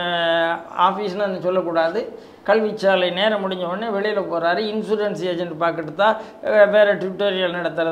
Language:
Tamil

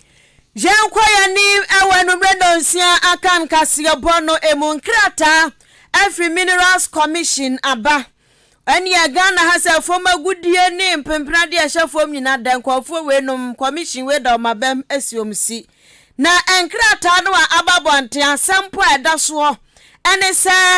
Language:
Akan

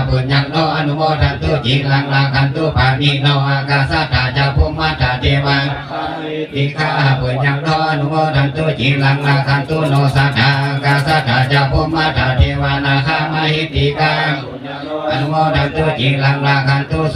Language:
Pali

